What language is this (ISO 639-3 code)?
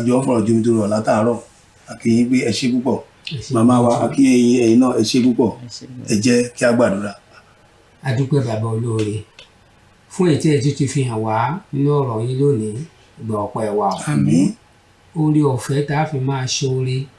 yor